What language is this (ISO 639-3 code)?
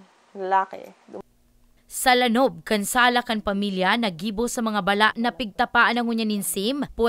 bik